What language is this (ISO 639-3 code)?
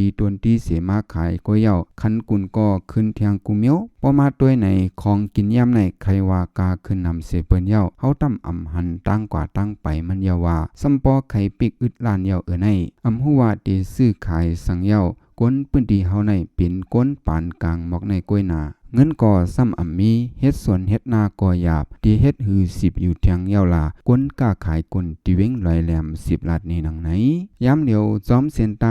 shn